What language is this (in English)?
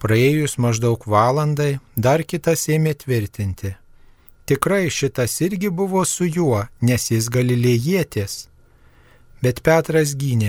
Lithuanian